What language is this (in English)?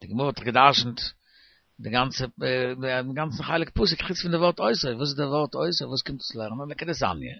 Yiddish